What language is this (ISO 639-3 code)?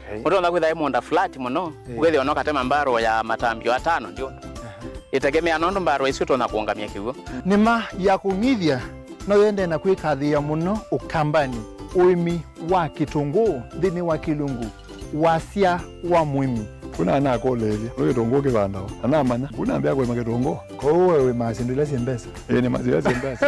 kam